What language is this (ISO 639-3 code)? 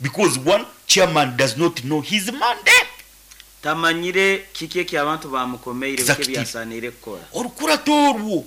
nyn